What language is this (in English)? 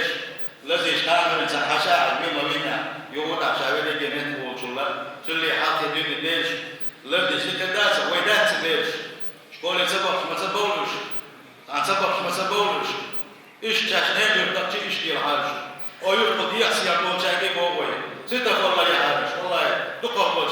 Chechen